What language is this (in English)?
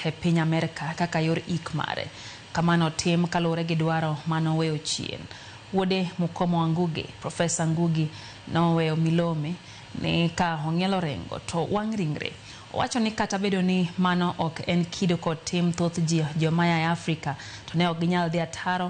Luo (Kenya and Tanzania)